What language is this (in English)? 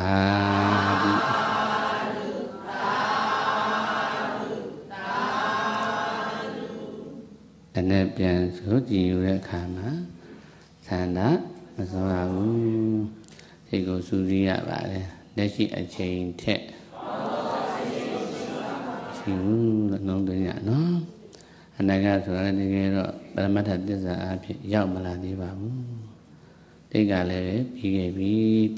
Burmese